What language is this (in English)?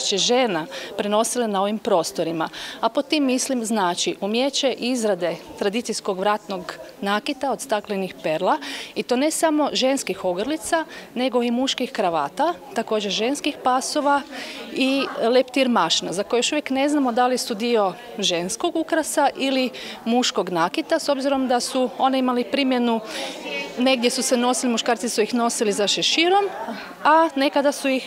Croatian